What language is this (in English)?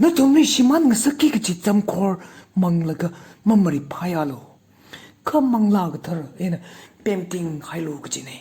Tangkhul Naga (India)